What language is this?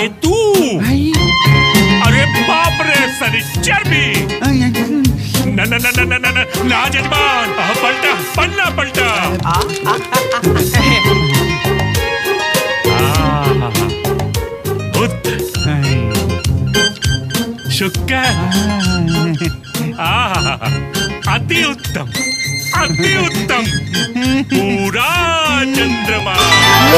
Bhojpuri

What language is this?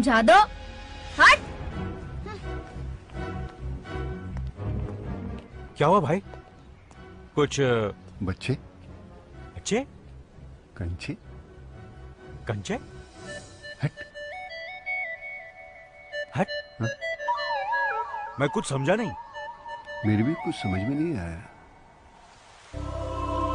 Hindi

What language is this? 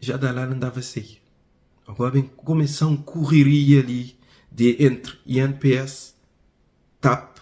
Kabuverdianu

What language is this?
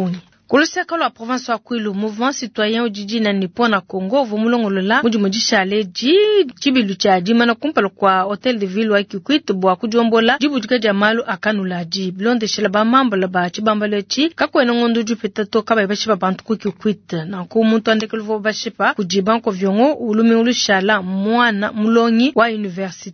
Luba-Lulua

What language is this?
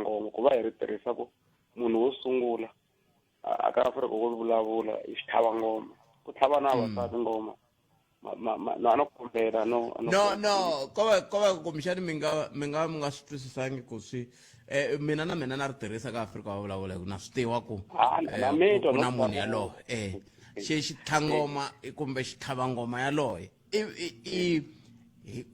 Tsonga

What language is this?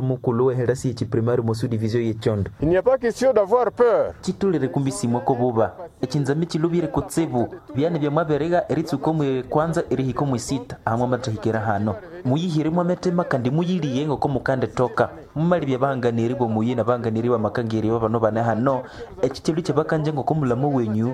Nande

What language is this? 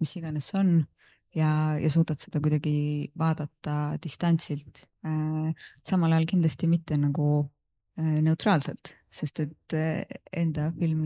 Estonian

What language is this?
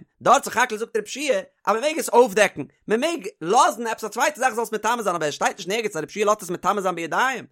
Yiddish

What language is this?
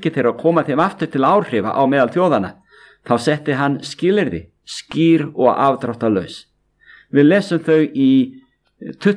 Icelandic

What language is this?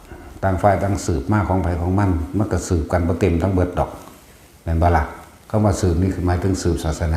Northeastern Thai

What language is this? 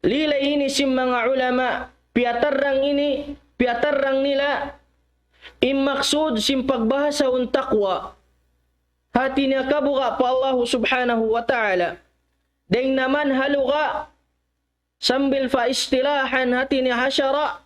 Tausug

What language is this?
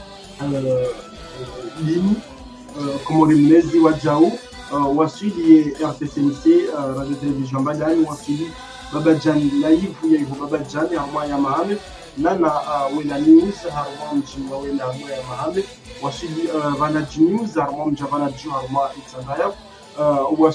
Ngazidja Comorian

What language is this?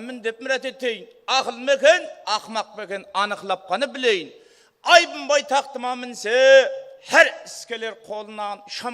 Kara-Kalpak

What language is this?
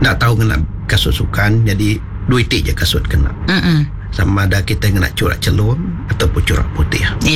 Iban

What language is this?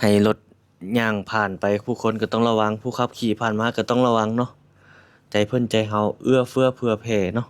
Lao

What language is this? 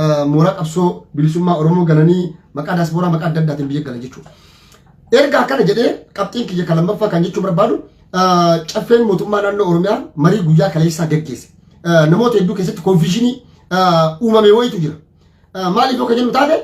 Oromo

